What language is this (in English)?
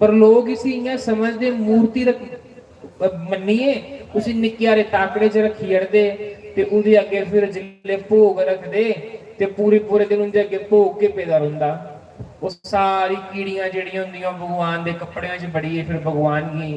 Dogri